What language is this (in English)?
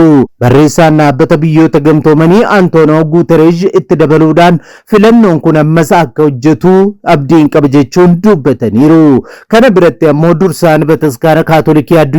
Oromo